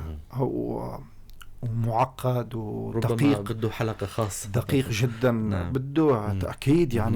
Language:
North Levantine Arabic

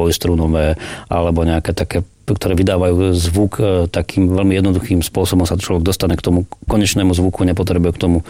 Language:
Slovak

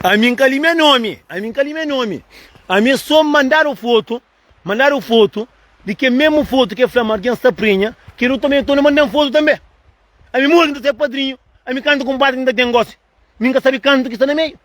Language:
Kabuverdianu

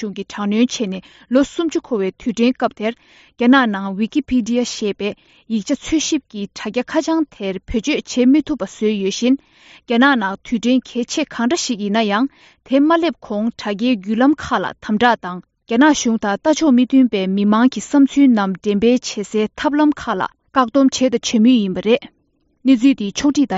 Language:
Tibetan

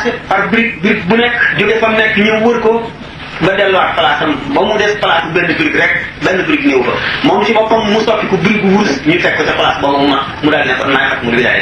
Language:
Wolof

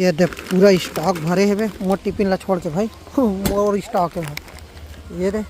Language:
Chhattisgarhi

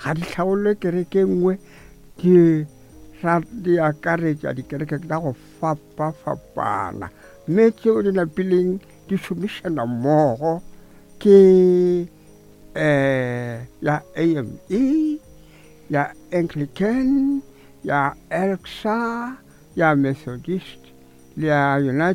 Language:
Northern Sotho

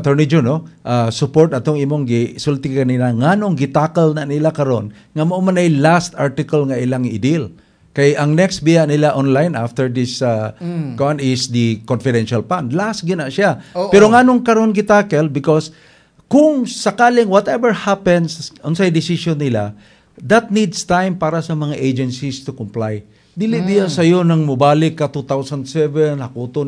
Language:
Cebuano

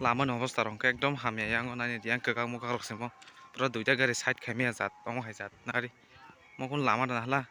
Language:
Kok Borok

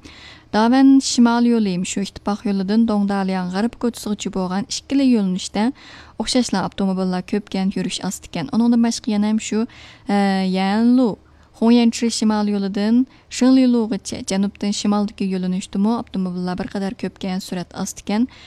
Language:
Uyghur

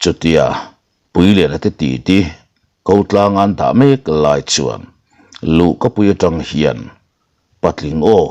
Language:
Mizo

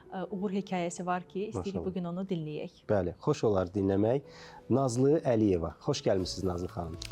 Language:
Azerbaijani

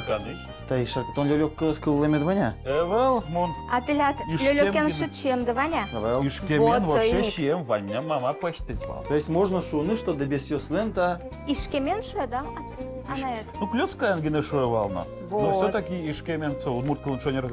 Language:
Udmurt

